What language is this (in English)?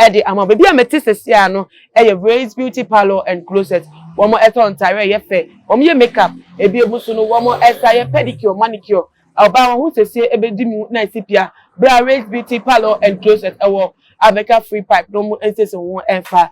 Akan